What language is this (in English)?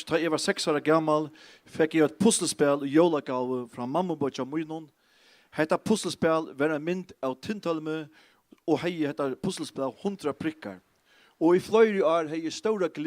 Faroese